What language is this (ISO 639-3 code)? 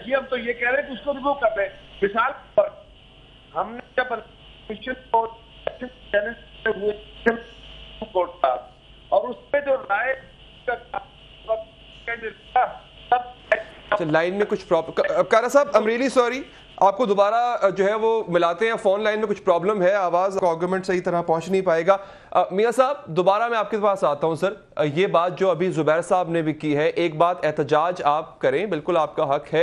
urd